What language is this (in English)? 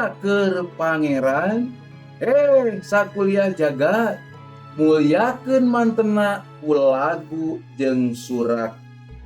Sundanese